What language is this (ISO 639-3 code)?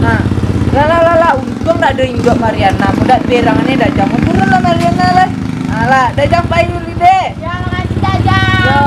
min